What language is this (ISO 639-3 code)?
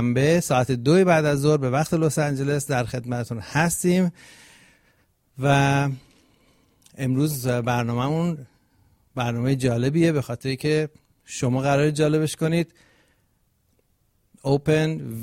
fas